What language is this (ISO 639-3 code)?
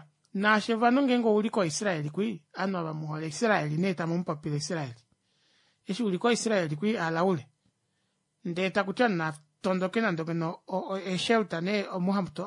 kua